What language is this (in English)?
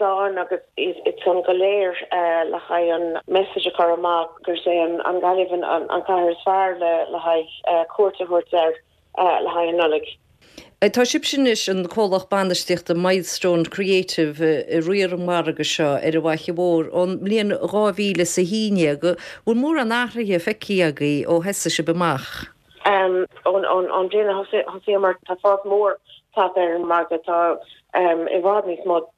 Irish